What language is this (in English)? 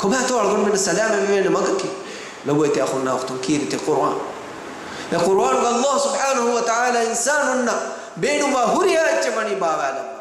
Divehi